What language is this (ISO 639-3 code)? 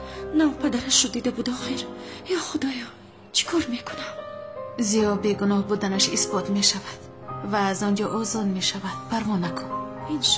tgk